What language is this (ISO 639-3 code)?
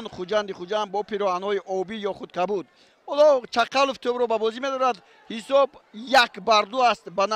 tgk